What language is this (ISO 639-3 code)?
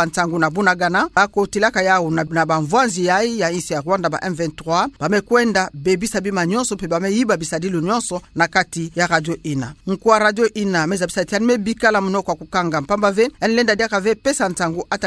ktu